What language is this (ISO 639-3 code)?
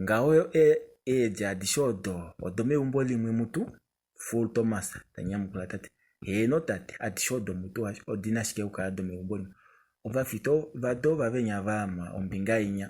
kua